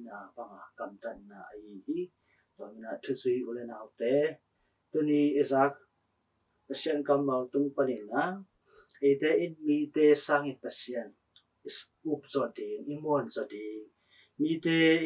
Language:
Tedim Chin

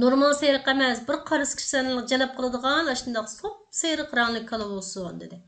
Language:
Uyghur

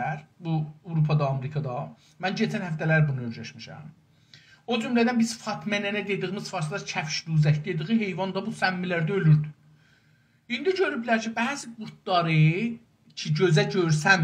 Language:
South Azerbaijani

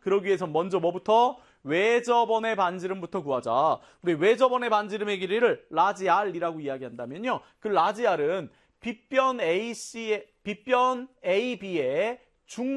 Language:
Korean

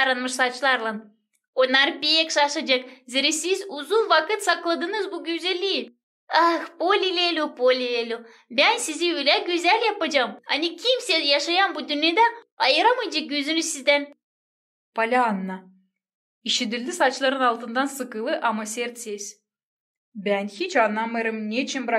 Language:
Gagauz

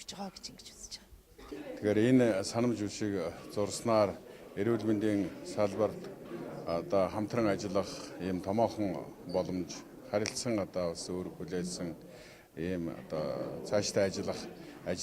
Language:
Mongolian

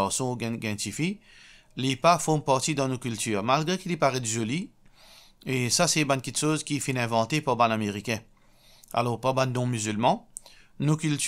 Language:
Morisyen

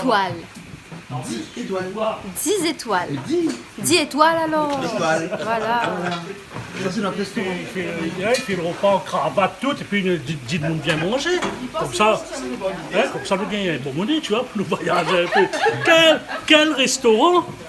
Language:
Réunion Creole French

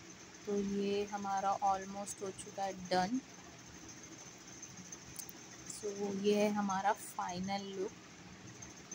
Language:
Hindi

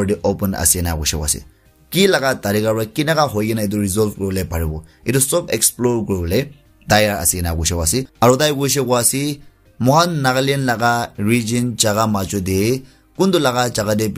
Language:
Naga Pidgin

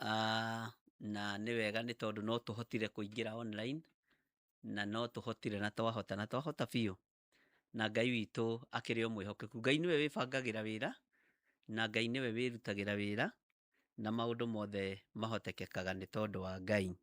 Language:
Kikuyu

